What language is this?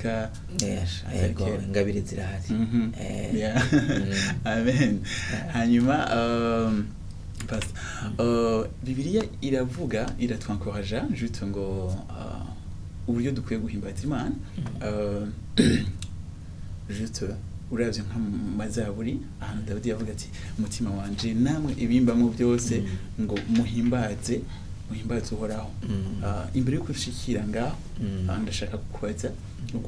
Rundi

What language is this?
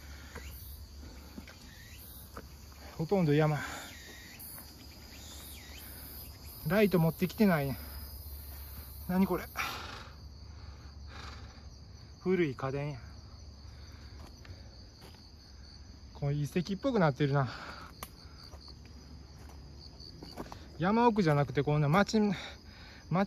Japanese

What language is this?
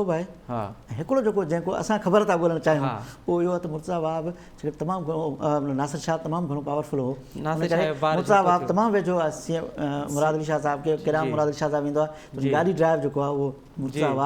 Sindhi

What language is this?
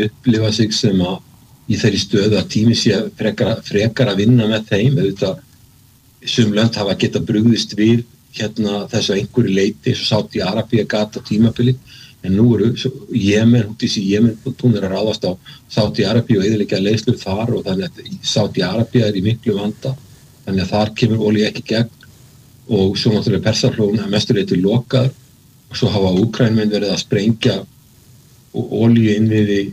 Icelandic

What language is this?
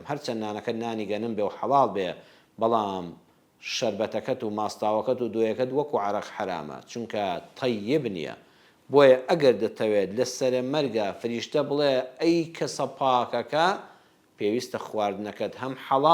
Central Kurdish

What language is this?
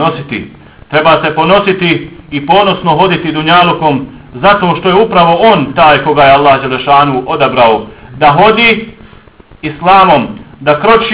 Bosnian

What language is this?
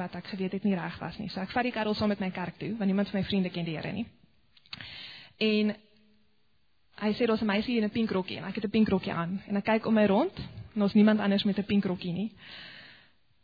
Afrikaans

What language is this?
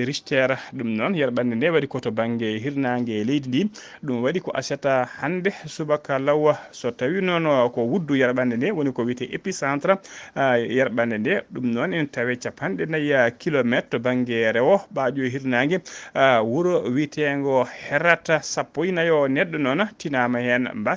Fula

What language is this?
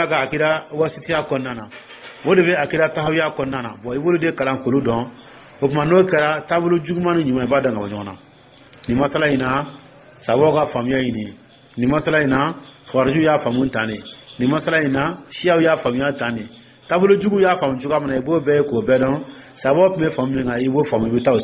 Dyula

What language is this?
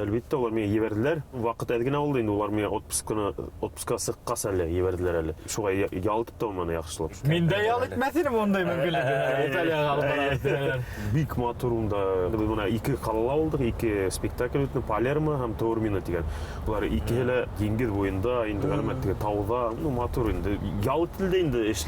Bashkir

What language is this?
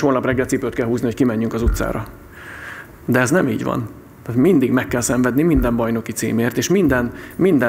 Hungarian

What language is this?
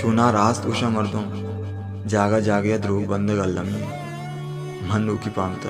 Baluchi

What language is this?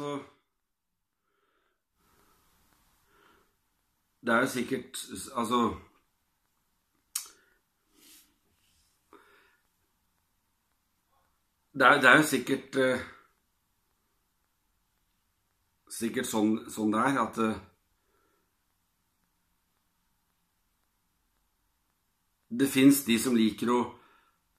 Norwegian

